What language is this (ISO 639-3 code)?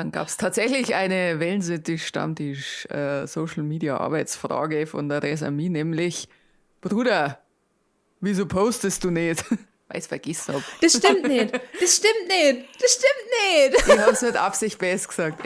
bar